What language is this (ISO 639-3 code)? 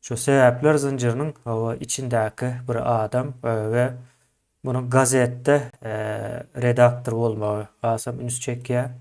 tuk